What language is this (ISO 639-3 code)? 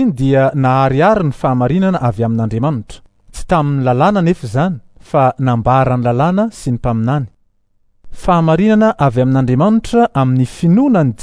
mlg